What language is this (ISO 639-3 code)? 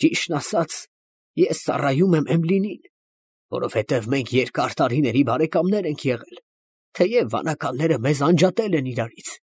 hye